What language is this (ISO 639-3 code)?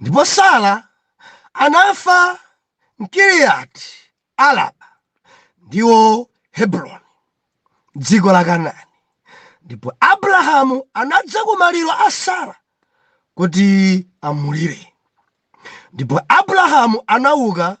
nya